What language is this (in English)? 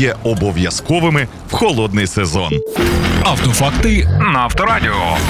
Ukrainian